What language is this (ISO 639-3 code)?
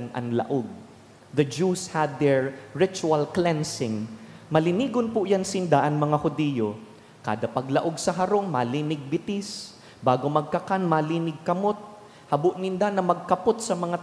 bik